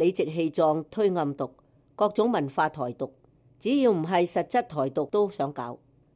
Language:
Cantonese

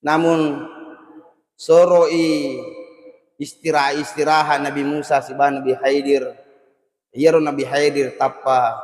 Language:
Buginese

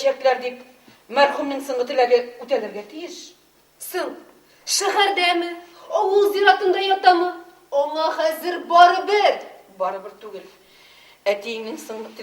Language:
Tatar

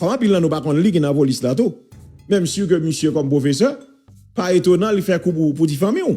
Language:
Haitian Creole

